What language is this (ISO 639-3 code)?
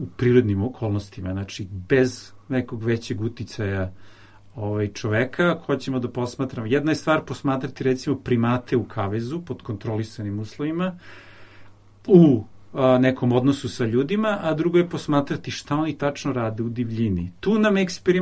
srp